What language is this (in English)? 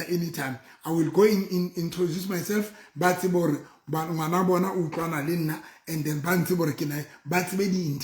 Southern Sotho